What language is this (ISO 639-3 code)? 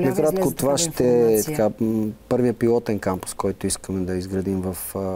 bul